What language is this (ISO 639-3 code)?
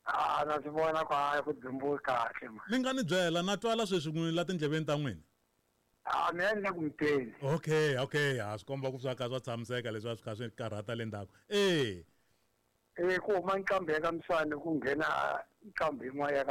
tso